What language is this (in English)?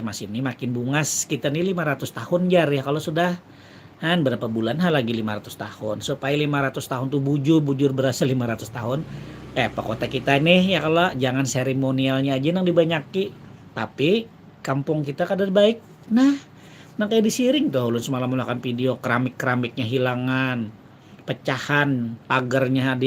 Banjar